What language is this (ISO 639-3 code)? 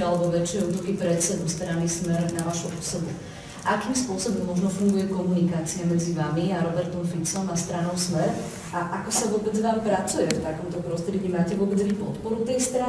slk